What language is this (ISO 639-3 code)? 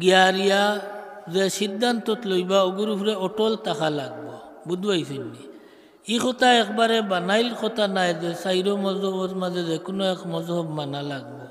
syl